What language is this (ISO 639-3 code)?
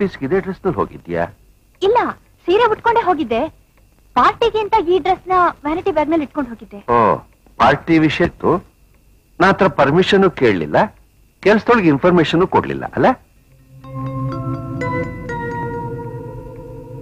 kan